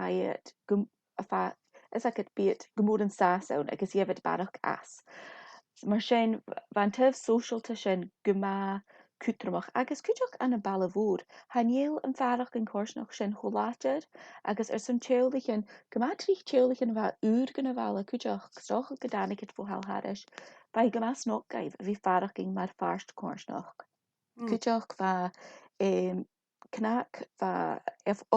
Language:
Scottish Gaelic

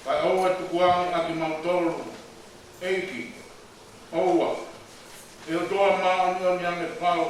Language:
Tongan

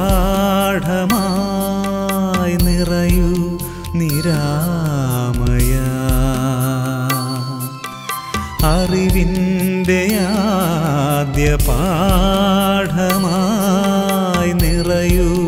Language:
Malayalam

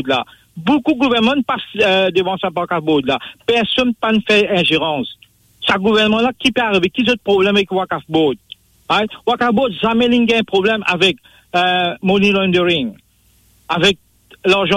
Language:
Morisyen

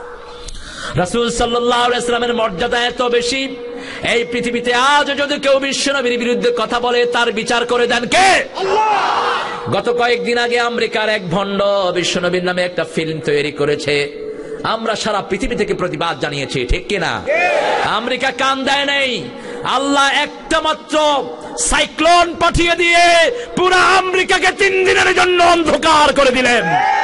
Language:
Bangla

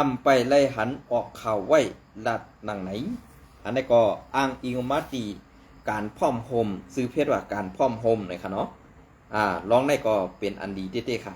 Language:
Shan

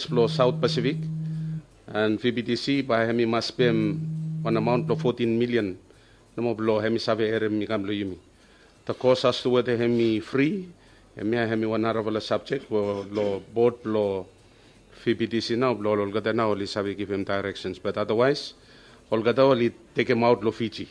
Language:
Bislama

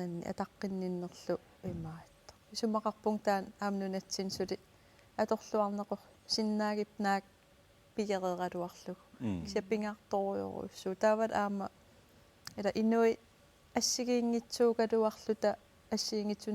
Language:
Kalaallisut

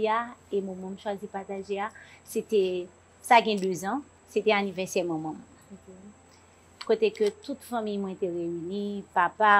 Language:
Haitian Creole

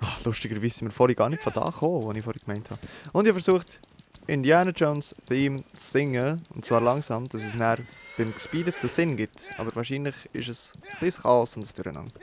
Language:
Swiss German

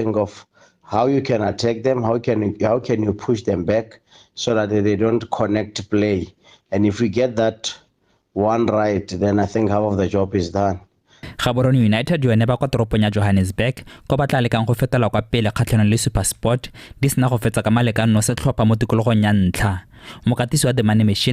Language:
Tswana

